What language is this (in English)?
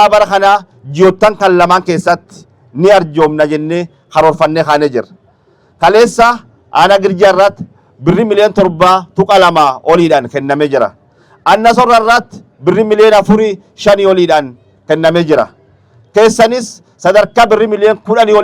Oromo